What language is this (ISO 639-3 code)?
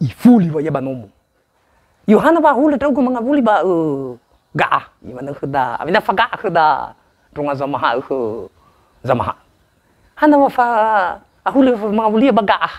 nia